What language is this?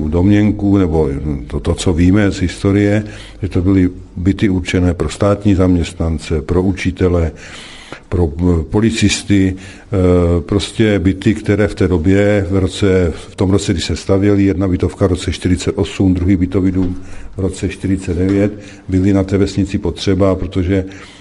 Czech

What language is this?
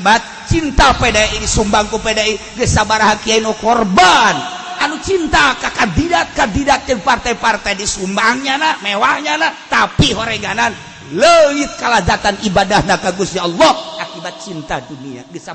Sundanese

